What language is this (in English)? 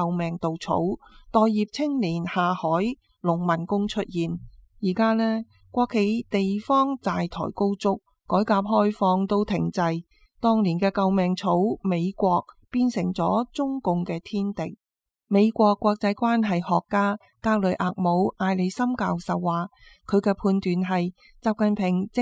Cantonese